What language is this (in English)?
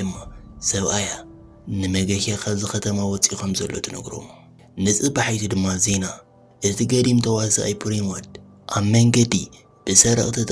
Tigrinya